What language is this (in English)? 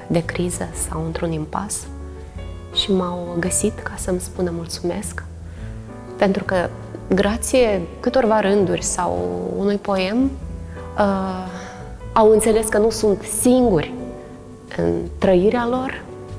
Romanian